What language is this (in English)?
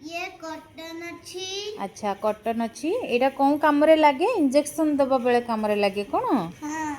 Odia